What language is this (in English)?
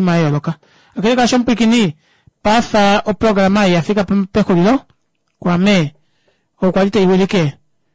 Kuanyama